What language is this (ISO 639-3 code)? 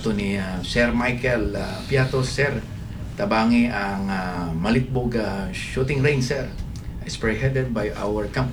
ceb